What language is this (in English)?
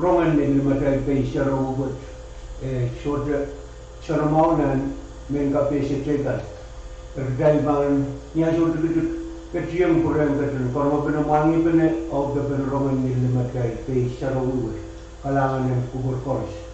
Pohnpeian